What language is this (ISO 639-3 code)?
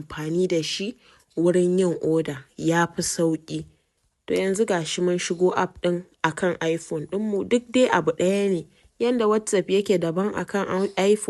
hau